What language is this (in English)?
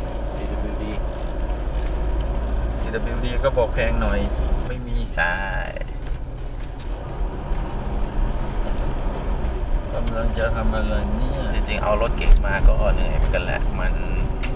Thai